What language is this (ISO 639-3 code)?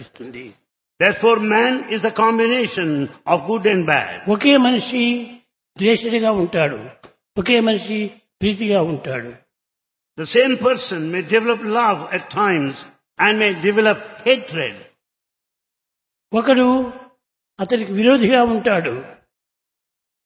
tel